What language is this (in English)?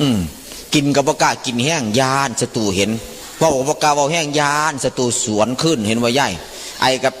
Northeastern Thai